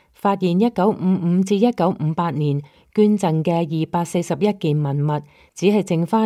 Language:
Cantonese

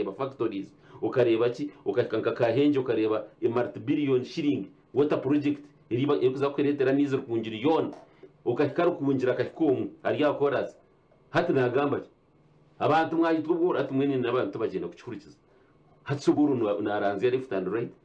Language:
Nyankole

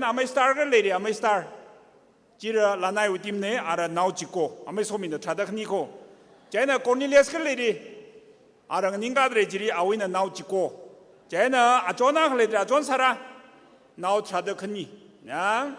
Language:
Tangkhul Naga (India)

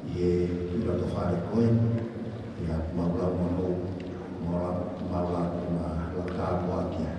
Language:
Tongan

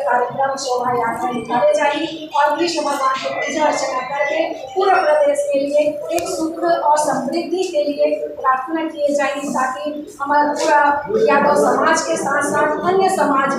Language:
Chhattisgarhi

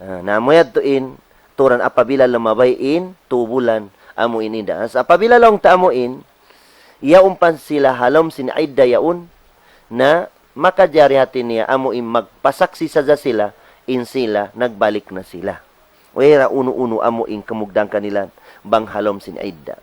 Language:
Tausug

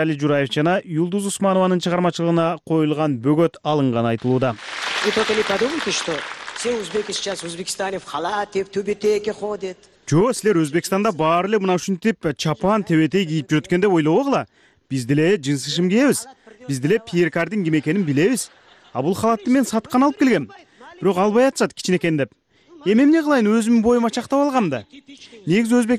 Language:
Kyrgyz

